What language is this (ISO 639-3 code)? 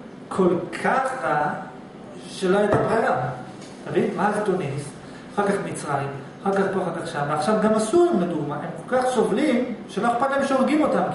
heb